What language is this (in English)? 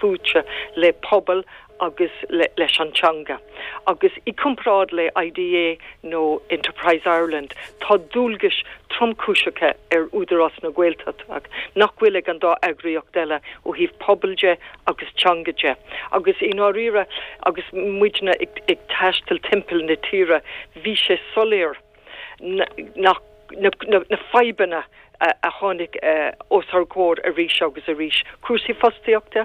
Irish